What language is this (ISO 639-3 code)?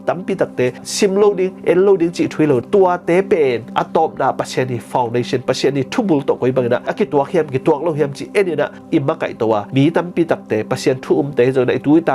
ctd